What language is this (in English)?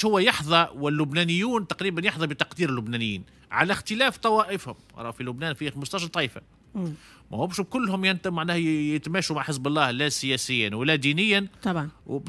Tunisian Arabic